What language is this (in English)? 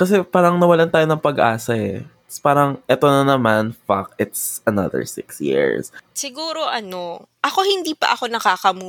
Filipino